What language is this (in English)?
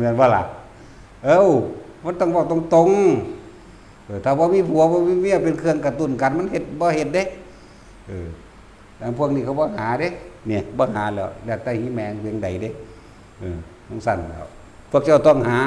Northeastern Thai